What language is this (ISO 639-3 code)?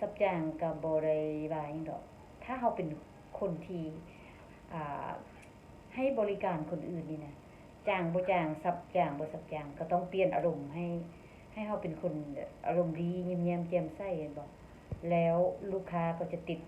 lao